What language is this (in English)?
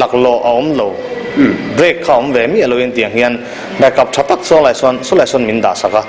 Mizo